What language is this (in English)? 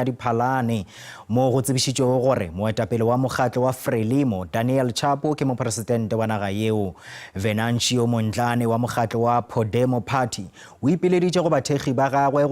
Northern Sotho